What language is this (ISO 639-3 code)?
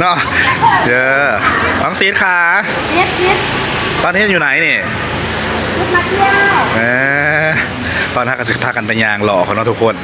tts